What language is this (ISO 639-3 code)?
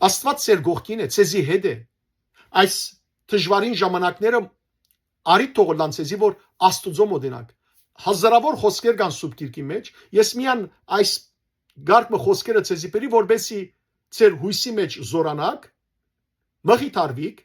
hyw